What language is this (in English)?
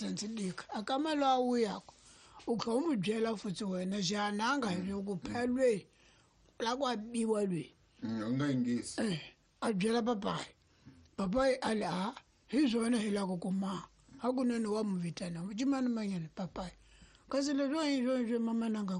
Tsonga